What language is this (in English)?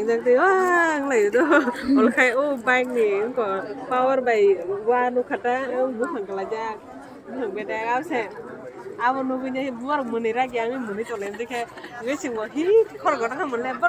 Kok Borok